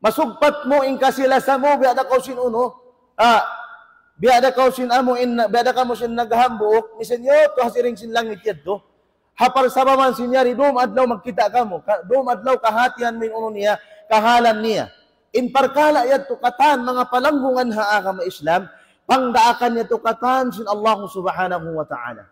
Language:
Tausug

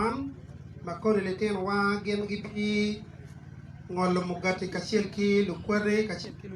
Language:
Acoli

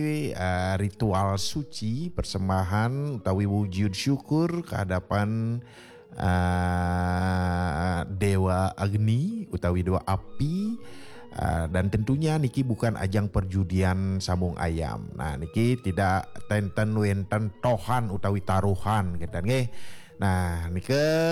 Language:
Balinese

